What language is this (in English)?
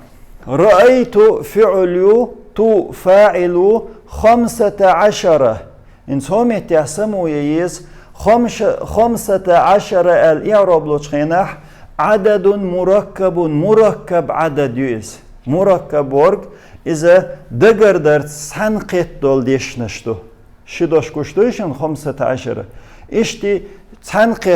Chechen